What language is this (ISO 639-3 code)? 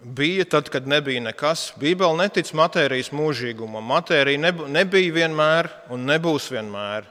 lav